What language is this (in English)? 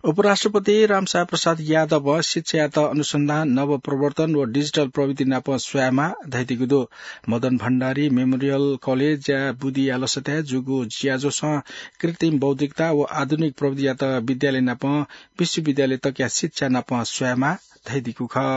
Newari